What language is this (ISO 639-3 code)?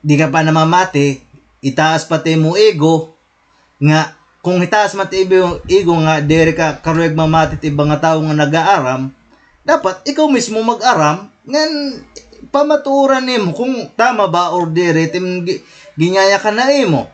war